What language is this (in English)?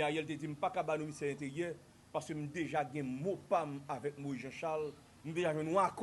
Haitian Creole